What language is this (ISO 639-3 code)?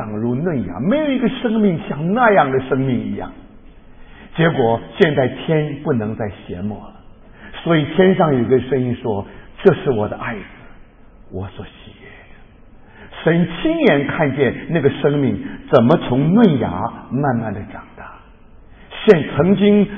zho